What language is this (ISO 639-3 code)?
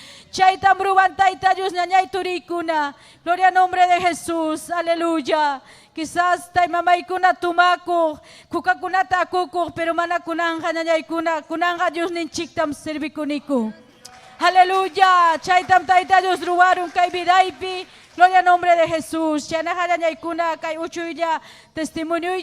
quy